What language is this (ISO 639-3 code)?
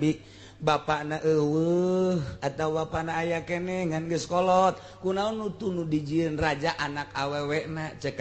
sun